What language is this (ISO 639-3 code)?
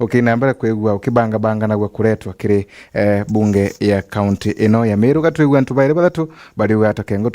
mer